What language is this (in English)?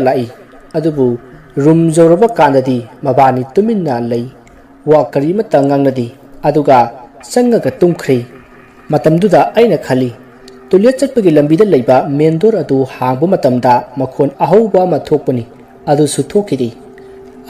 Manipuri